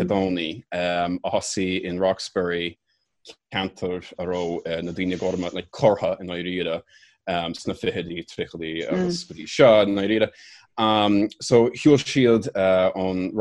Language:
Irish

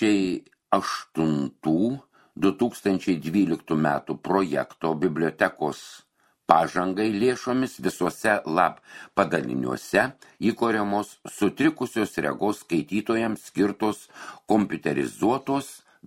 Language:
Lithuanian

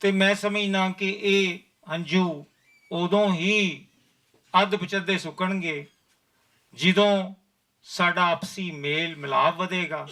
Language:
Western Panjabi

